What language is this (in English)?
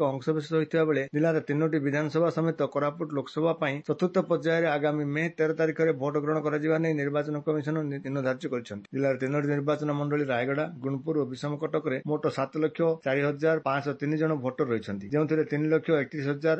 Odia